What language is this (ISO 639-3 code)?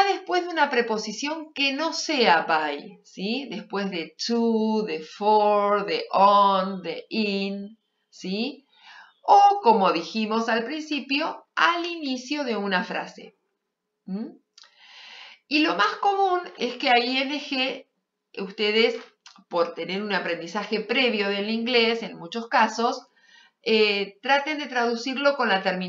spa